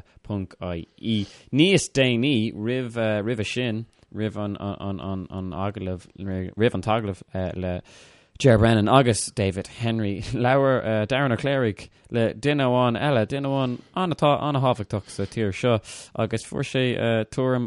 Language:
Irish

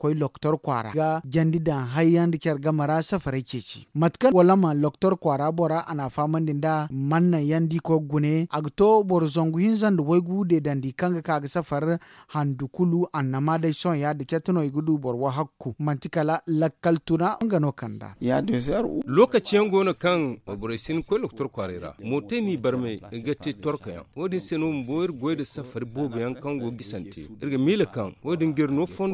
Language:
Zarma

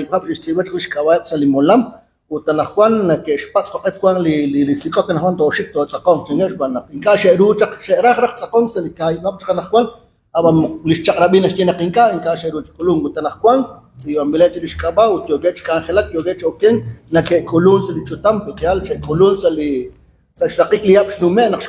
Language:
Kekchí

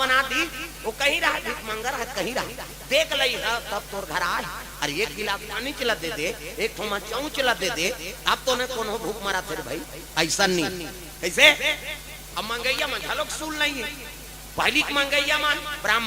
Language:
Chhattisgarhi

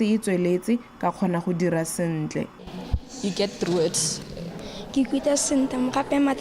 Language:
Tswana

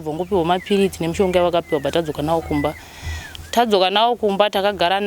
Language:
Shona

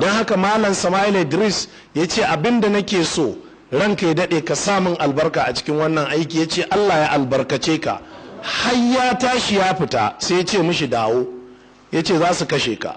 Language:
Hausa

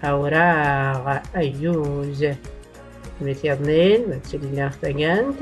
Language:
Tachelhit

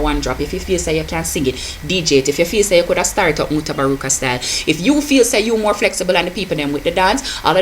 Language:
Jamaican Creole English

